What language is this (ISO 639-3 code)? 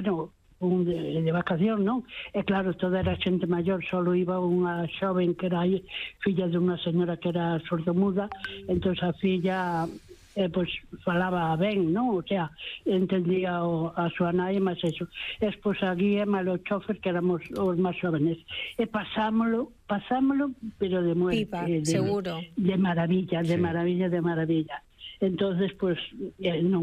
glg